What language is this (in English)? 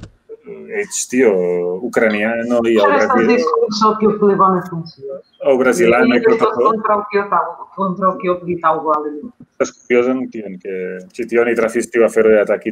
Esperanto